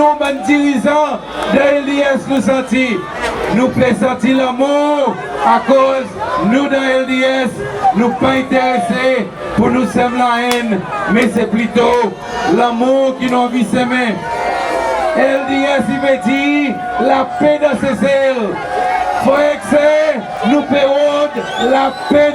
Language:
Seselwa Creole French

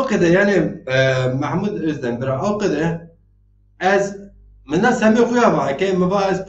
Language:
Zaza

